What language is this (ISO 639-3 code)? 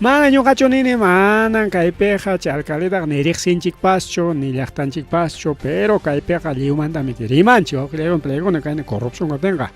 quy